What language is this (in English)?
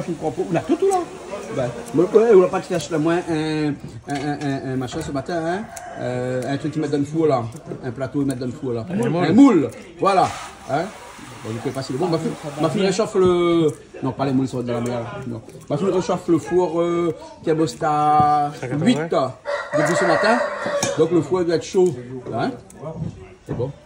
Réunion Creole French